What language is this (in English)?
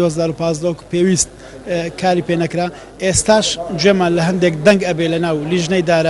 Central Kurdish